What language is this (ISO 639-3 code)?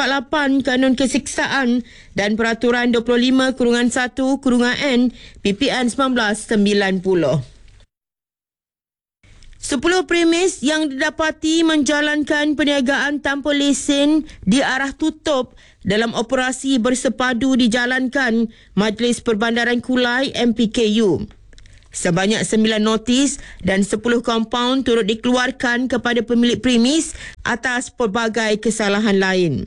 msa